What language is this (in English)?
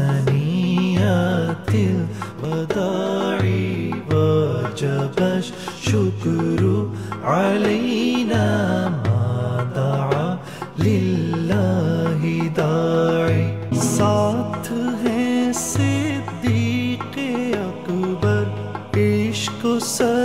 Urdu